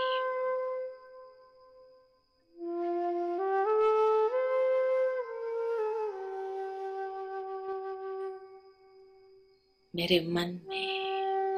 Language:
Hindi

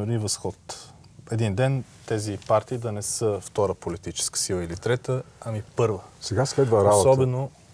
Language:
Bulgarian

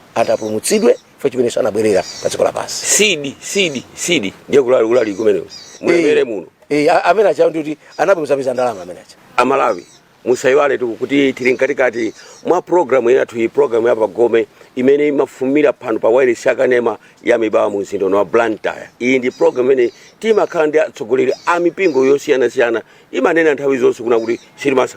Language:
Nyanja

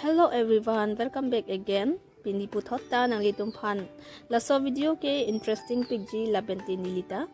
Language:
Karbi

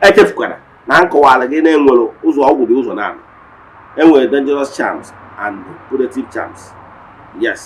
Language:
Igbo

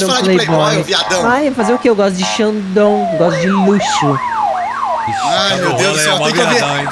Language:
Portuguese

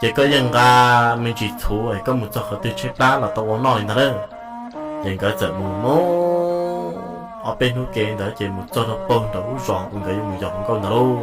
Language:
Hmong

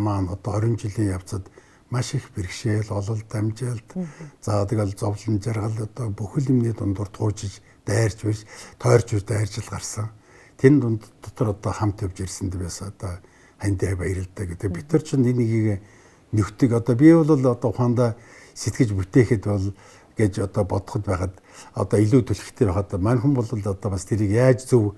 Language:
Mongolian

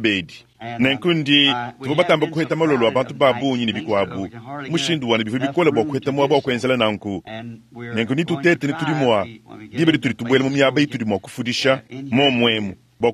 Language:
Luba-Lulua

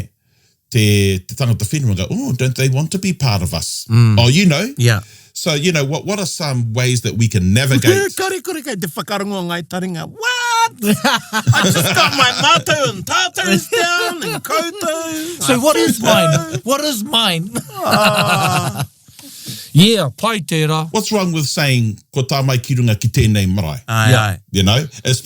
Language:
Māori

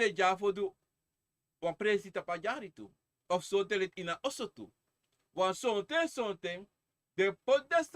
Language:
Sranan Tongo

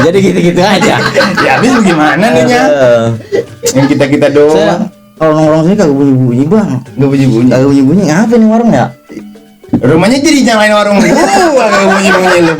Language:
Betawi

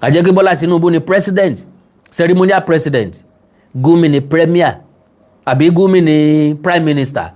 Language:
Yoruba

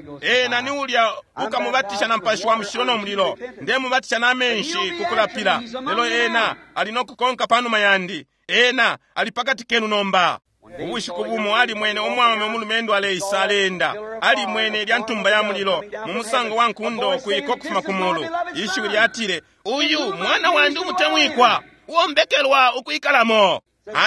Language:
Bemba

